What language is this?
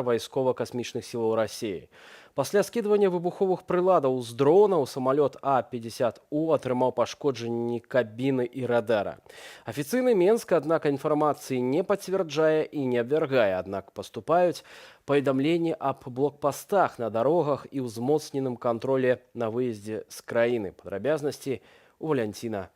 Belarusian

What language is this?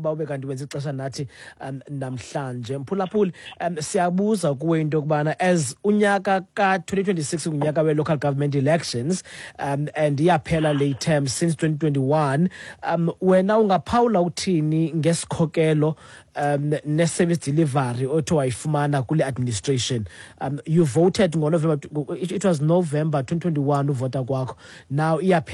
Xhosa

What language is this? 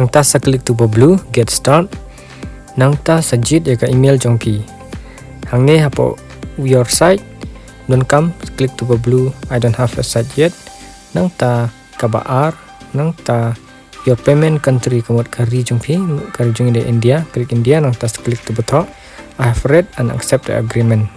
Khasi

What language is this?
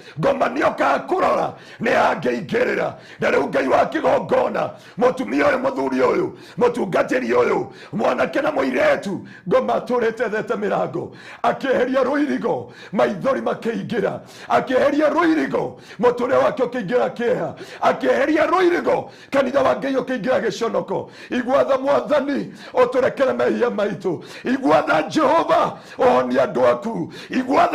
Kikuyu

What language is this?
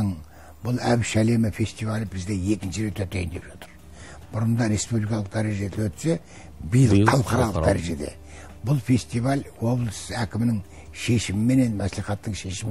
Kazakh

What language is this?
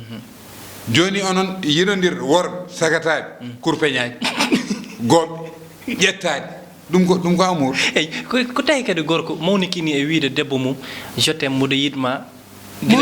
Fula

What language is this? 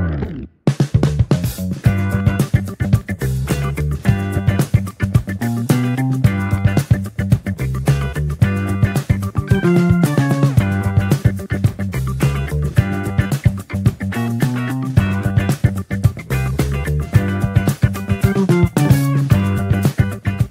Konkani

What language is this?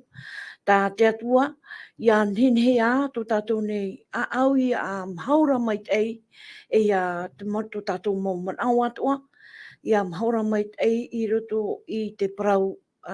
Tahitian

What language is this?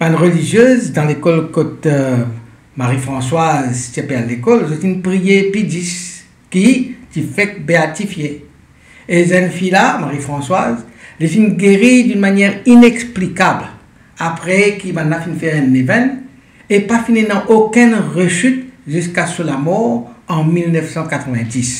Morisyen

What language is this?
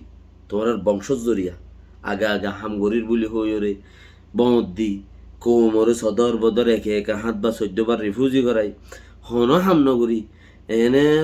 Rohingya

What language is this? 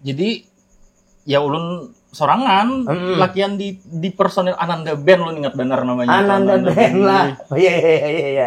Banjar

